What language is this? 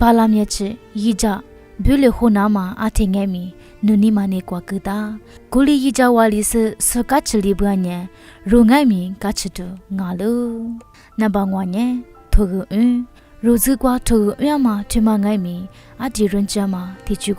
Lisu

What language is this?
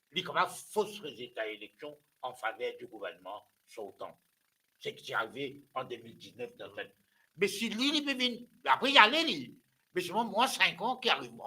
Morisyen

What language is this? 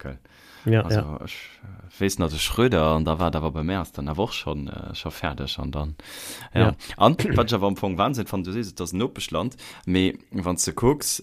Luxembourgish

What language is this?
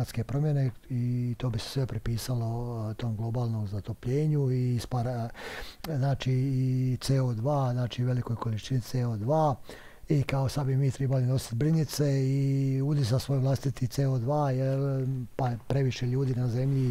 Bosnian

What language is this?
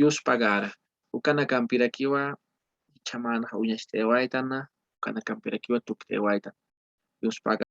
Aymara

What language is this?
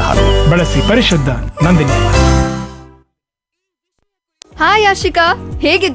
Kannada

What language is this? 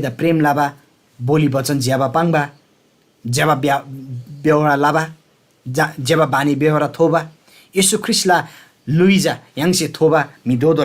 Eastern Tamang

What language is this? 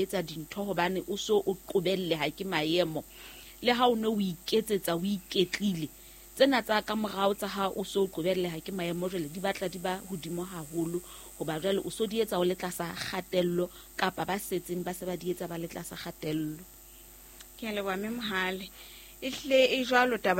Southern Sotho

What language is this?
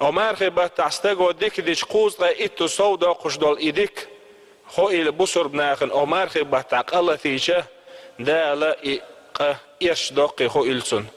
Chechen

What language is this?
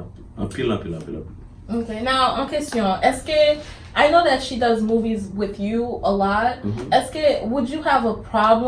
Haitian Creole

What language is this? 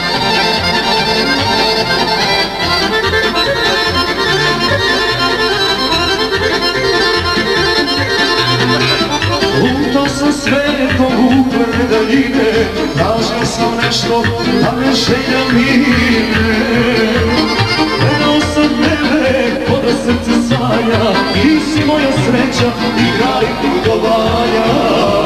Serbian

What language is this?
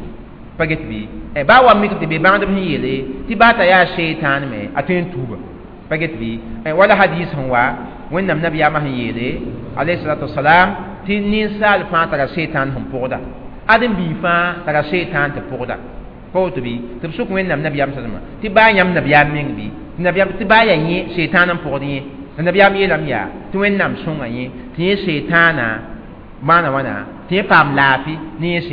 Mossi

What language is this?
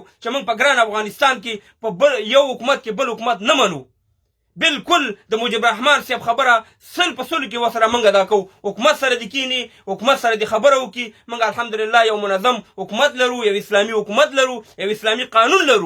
Pashto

